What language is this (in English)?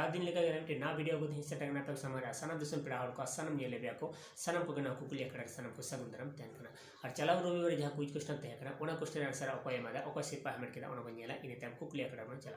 Santali